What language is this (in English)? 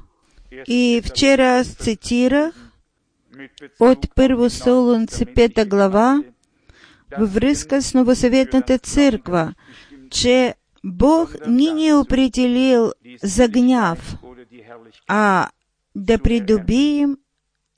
Bulgarian